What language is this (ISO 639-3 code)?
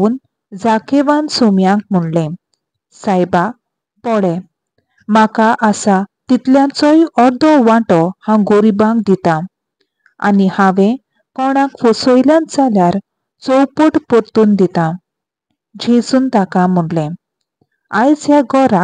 kok